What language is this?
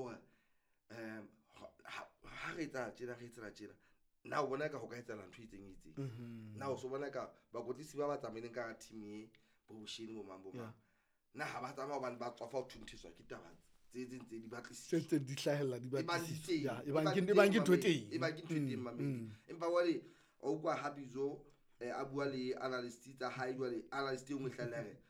Southern Sotho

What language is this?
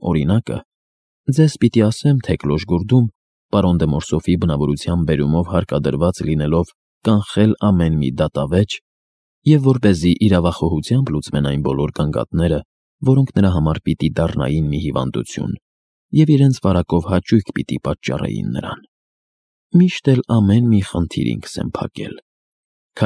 Armenian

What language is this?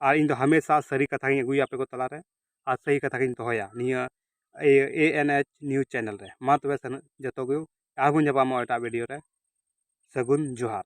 Santali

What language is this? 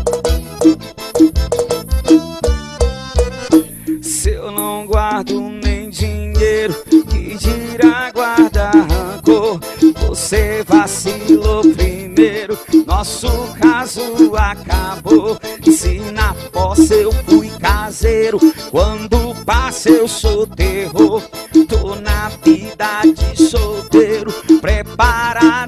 Portuguese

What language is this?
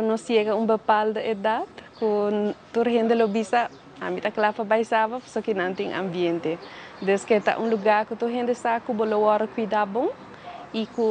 Papiamento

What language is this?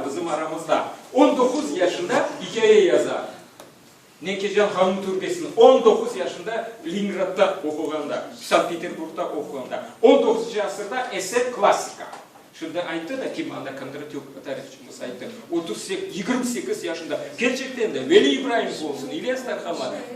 Crimean Tatar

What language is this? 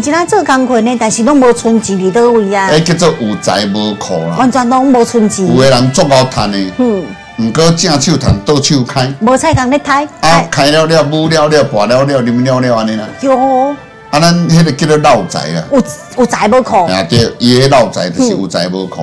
Min Nan Chinese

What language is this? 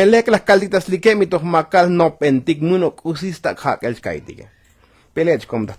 Tzotzil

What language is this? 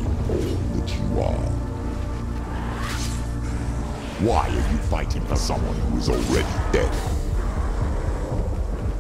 English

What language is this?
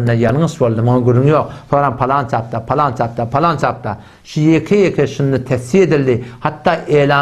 Turkmen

